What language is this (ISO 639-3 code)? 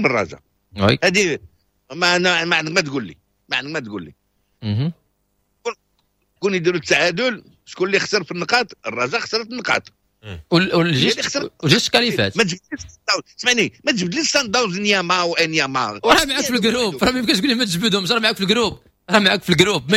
ary